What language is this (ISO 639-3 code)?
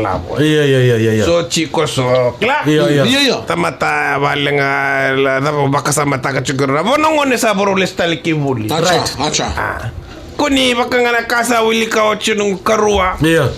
fij